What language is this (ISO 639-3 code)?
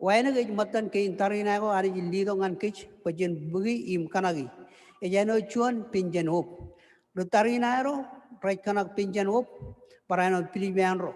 mah